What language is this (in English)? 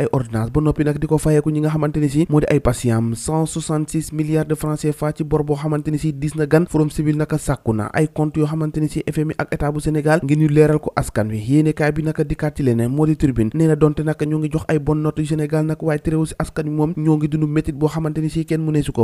Wolof